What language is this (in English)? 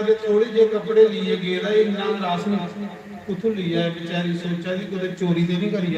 Dogri